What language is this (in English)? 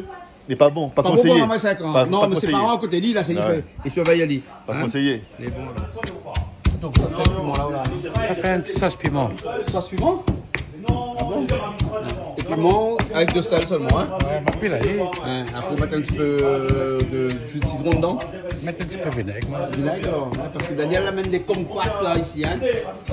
Réunion Creole French